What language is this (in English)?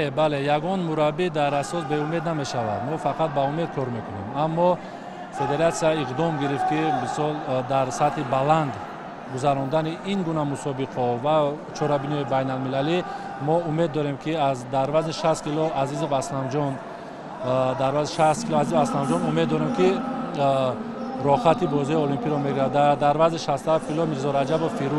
Tajik